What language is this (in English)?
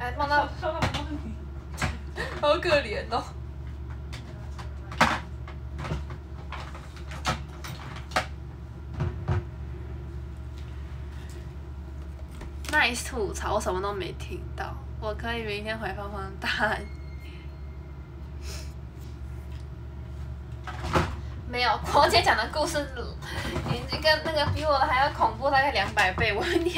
Chinese